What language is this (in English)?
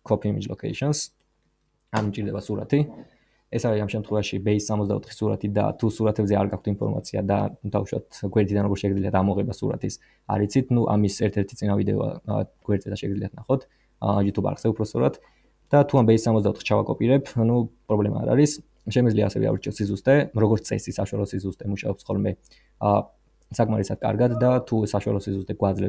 Georgian